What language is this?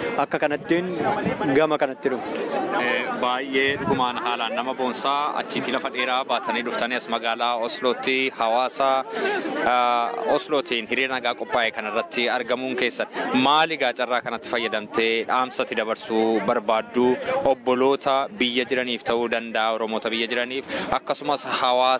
Oromo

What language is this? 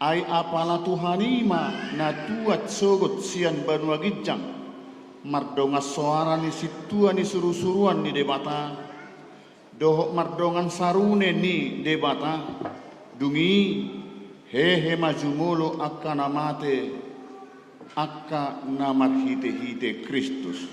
Batak Toba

